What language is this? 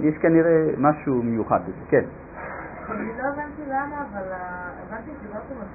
Hebrew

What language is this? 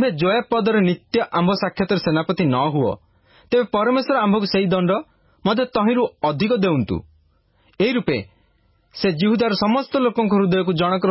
Odia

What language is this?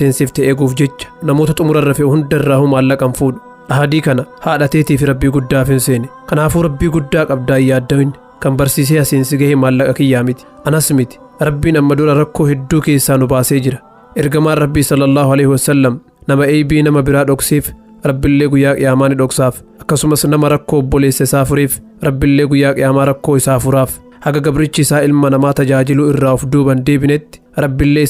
Oromo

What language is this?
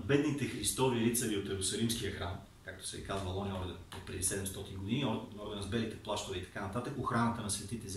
Bulgarian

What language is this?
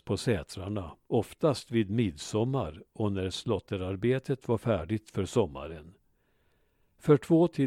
Swedish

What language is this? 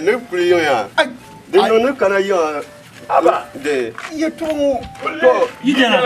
Dagbani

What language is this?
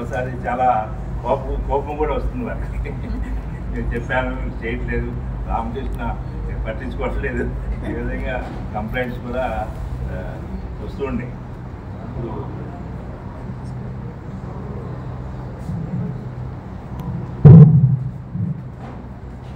Telugu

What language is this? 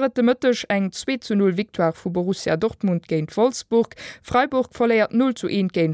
Luxembourgish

